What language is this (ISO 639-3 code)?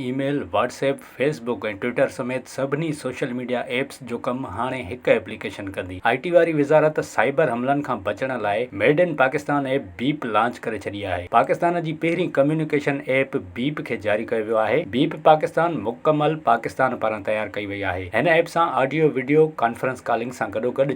snd